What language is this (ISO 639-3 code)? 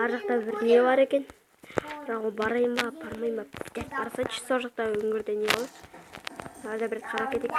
kaz